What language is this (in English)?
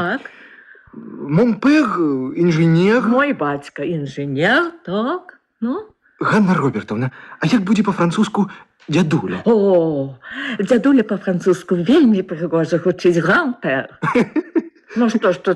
Belarusian